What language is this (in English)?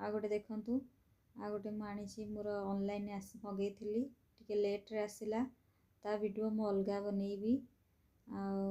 Odia